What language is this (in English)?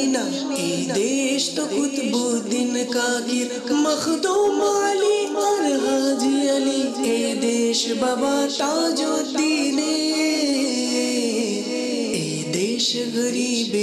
Bangla